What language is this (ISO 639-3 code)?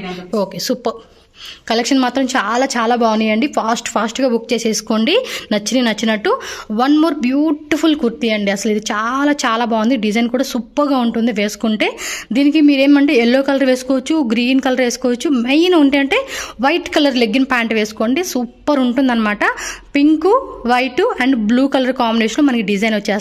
tel